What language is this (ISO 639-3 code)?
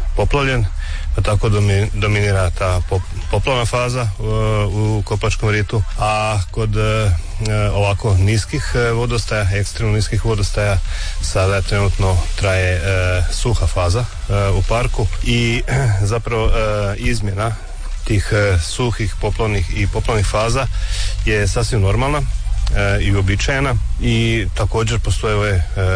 hrv